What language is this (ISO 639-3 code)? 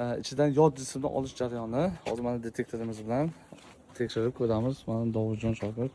uzb